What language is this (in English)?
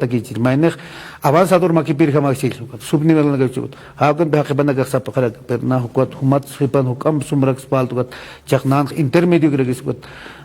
Aymara